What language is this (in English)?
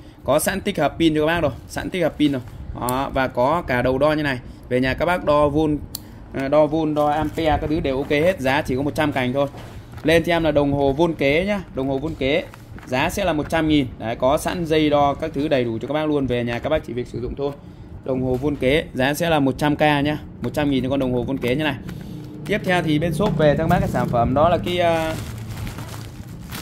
Vietnamese